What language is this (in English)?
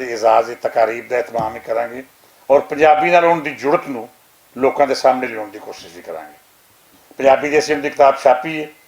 Western Panjabi